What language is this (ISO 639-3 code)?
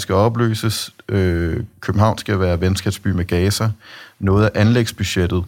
dan